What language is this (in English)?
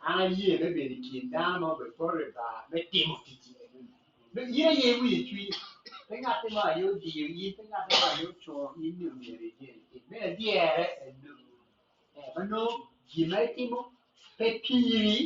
Acoli